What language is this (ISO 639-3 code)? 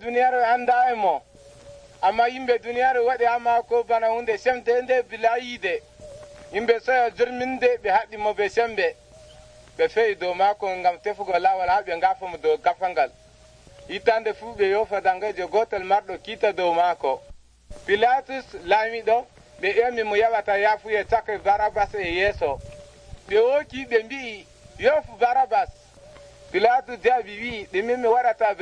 fuv